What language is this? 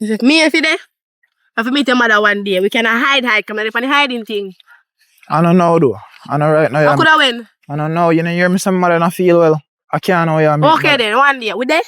Jamaican Creole English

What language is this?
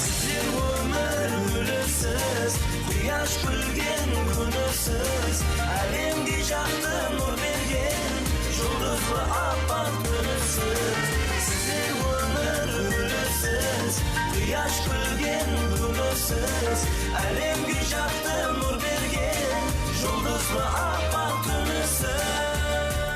Kara-Kalpak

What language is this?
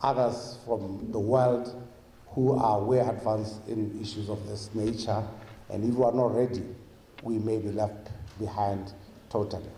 Tswana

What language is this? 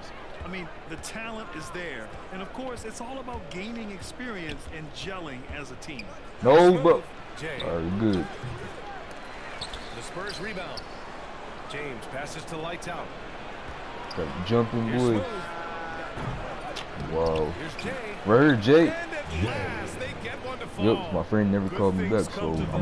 English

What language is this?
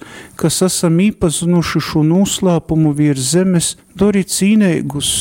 Latgalian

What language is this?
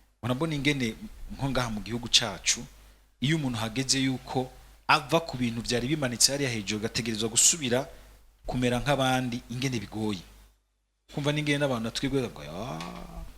Rundi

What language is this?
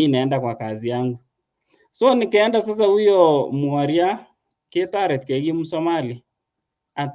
Kalenjin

